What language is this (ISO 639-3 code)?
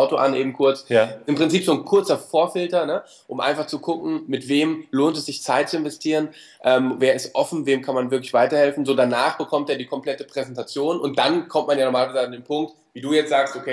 deu